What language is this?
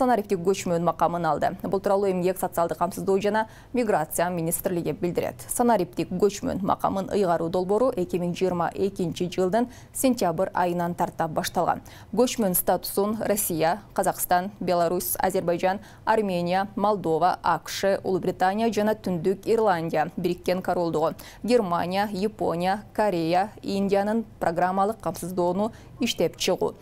Kyrgyz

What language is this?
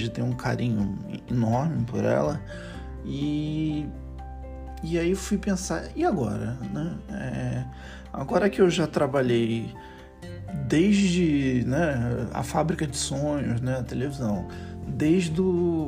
Portuguese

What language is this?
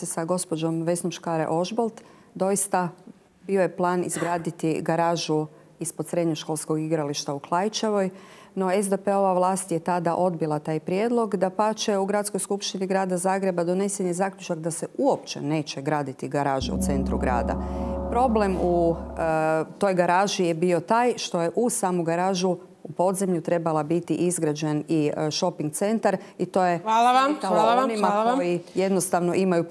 Croatian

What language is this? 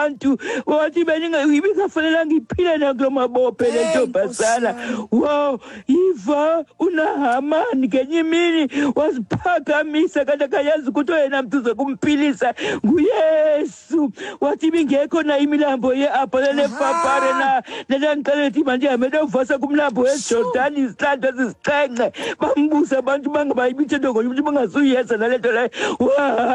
Xhosa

